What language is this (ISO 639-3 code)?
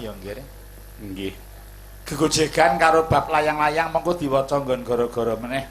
jav